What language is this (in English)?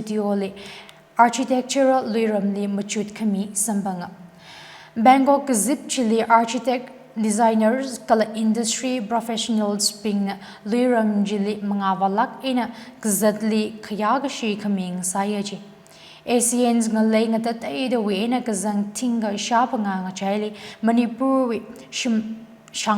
Tangkhul Naga (India)